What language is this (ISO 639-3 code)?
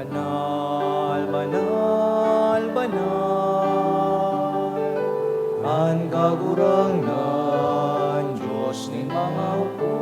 bik